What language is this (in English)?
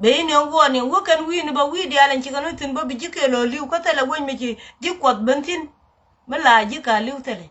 Nuer